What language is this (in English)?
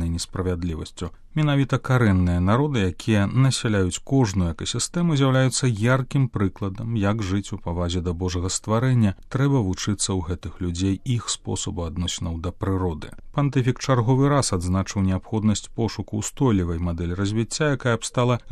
Belarusian